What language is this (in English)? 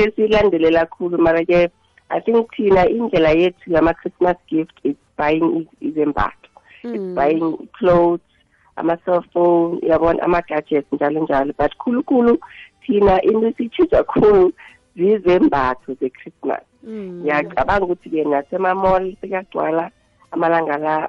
South Ndebele